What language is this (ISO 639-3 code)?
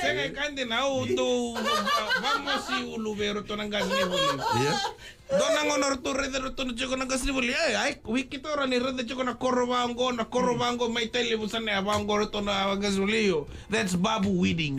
fij